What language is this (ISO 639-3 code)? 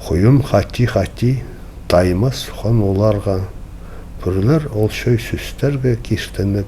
kjh